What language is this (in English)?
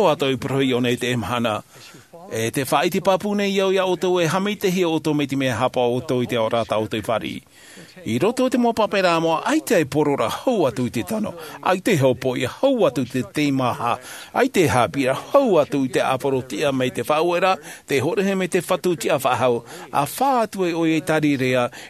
Tahitian